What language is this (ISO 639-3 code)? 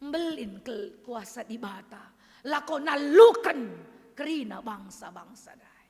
btx